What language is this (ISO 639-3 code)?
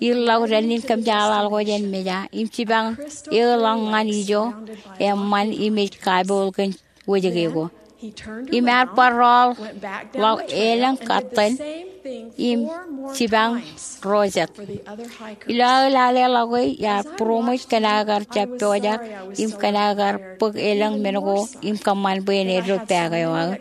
mah